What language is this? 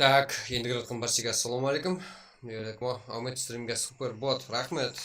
Kara-Kalpak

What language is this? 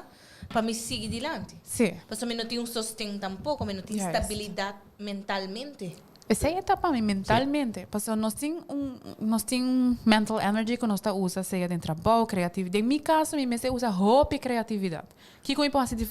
Papiamento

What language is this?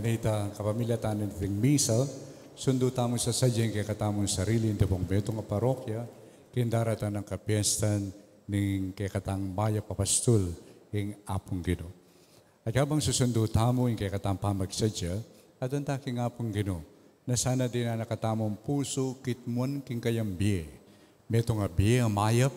Pampanga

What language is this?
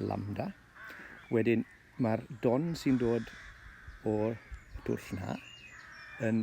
Welsh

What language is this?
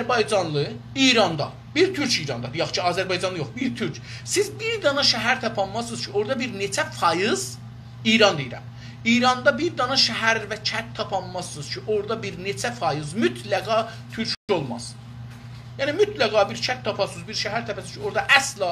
South Azerbaijani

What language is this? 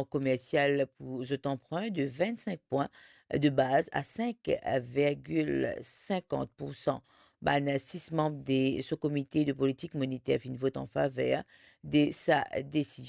Morisyen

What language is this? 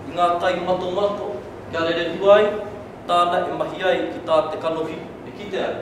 Māori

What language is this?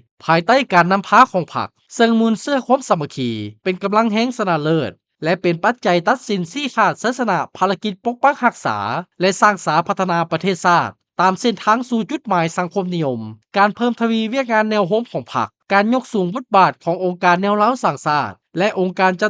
Lao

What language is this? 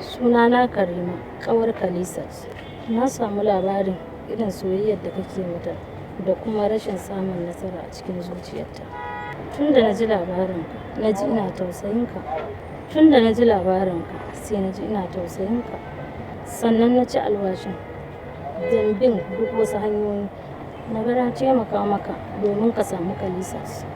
Hausa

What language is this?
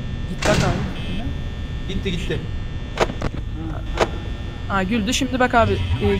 Turkish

